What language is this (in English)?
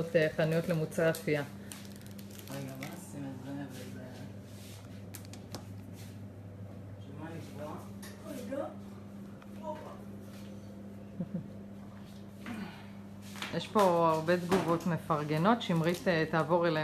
Hebrew